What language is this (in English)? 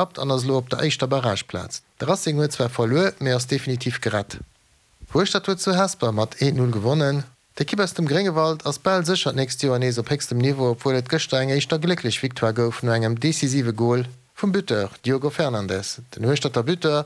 Luxembourgish